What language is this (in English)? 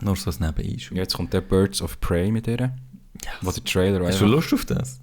Swiss German